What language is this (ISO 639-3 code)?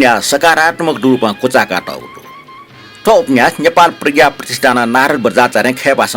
new